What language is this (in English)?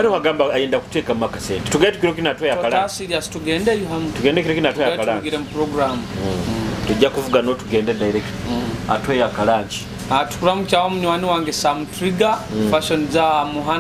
Nyoro